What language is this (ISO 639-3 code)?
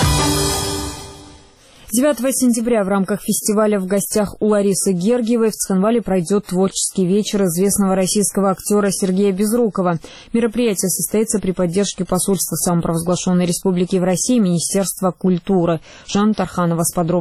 rus